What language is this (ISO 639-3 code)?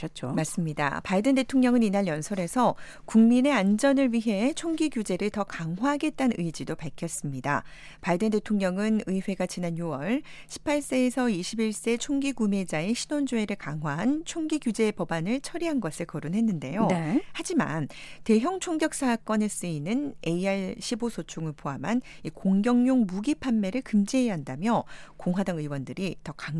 kor